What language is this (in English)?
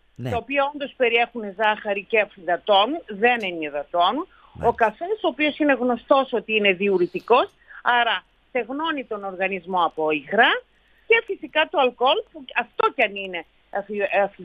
Greek